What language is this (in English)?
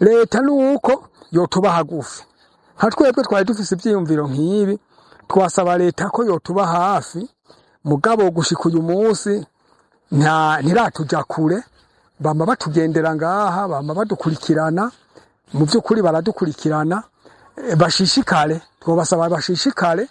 Rundi